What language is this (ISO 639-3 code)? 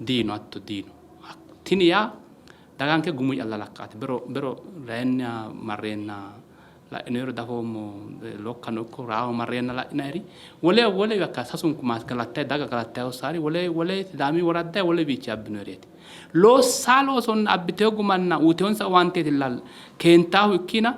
sid